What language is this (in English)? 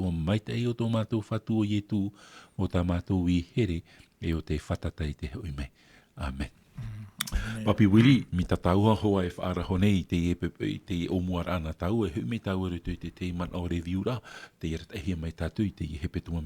Tahitian